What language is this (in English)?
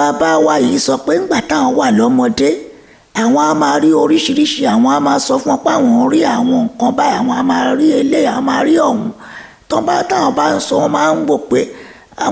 Yoruba